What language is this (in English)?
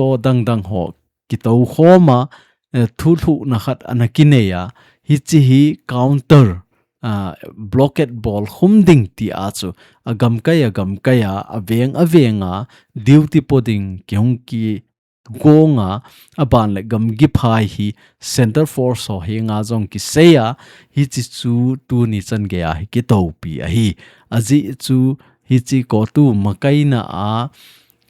Thado Chin